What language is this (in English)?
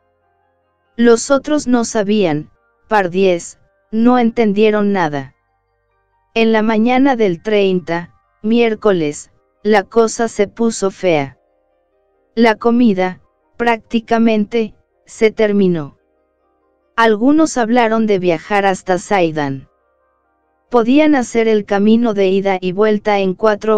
Spanish